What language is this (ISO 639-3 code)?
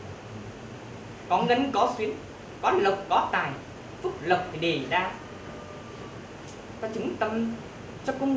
vie